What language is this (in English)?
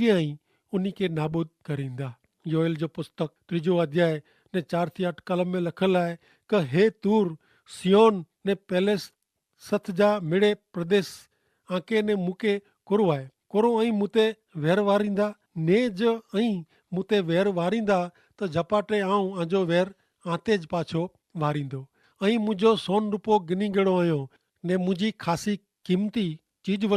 Kachhi